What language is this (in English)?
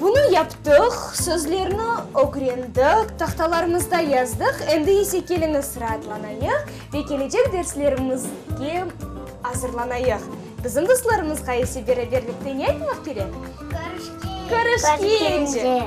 Crimean Tatar